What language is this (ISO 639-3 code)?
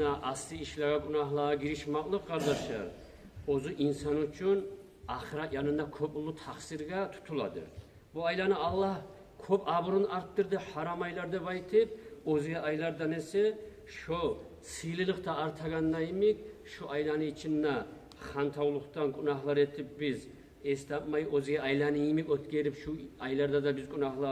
kum